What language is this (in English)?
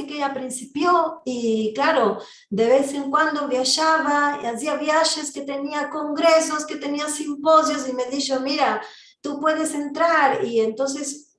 Ladino